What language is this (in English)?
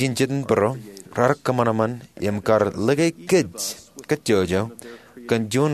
Marshallese